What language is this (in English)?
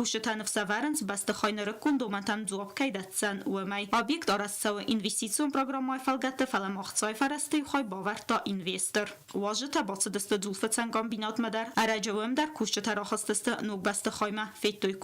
Ossetic